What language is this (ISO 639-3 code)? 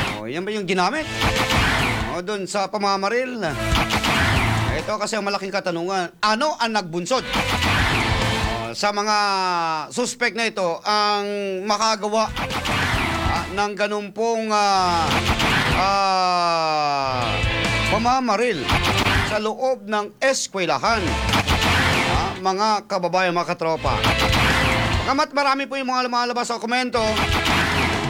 fil